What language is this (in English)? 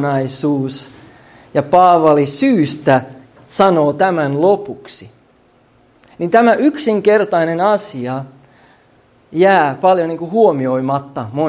Finnish